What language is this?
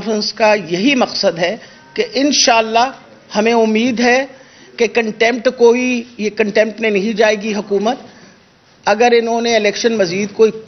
Urdu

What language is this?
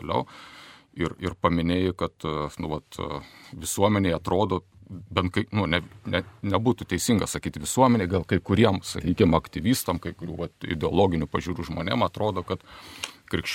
Lithuanian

